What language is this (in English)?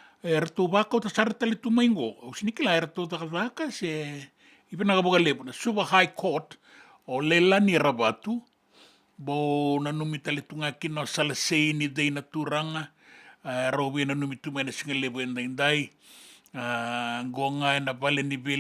Fijian